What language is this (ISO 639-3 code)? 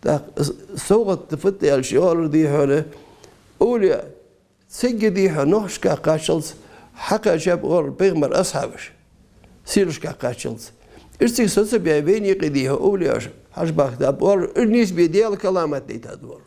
inh